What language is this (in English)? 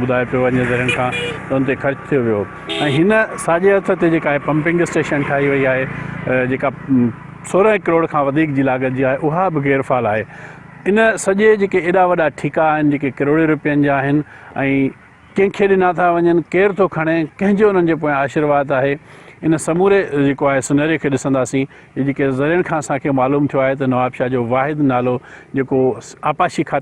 Sindhi